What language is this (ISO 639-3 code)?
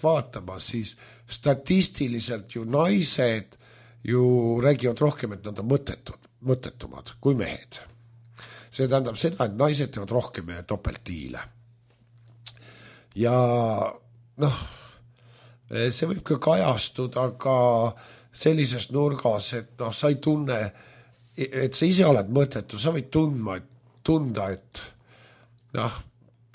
est